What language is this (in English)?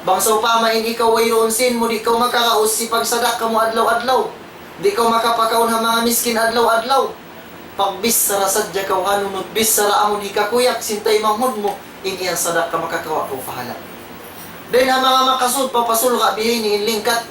Tausug